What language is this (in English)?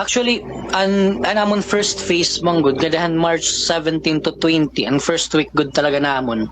Waray